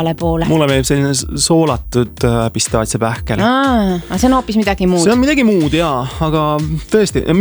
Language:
Estonian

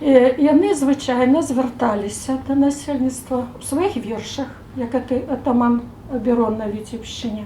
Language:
Belarusian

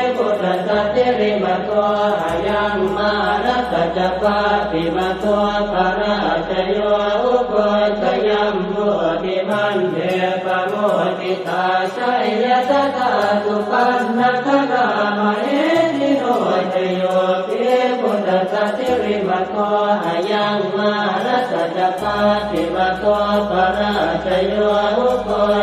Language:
Pali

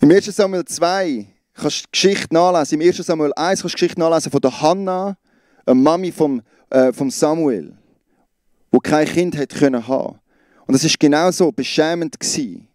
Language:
Swiss German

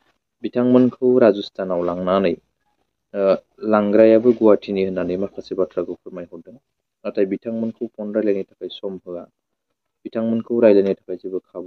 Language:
Bodo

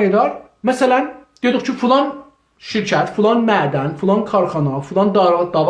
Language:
South Azerbaijani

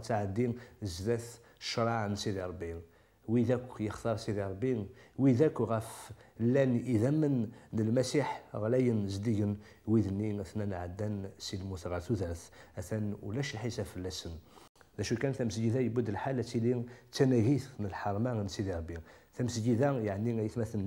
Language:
Kabyle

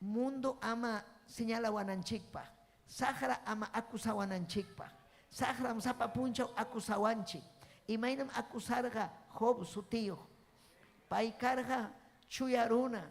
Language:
Ayacucho Quechua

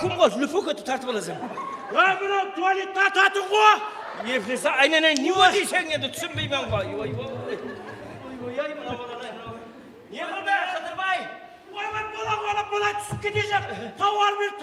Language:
Kara-Kalpak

